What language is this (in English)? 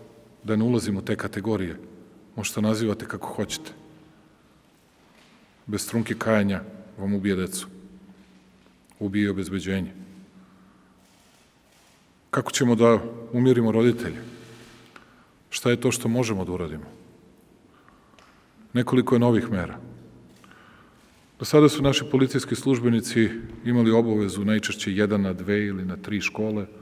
Serbian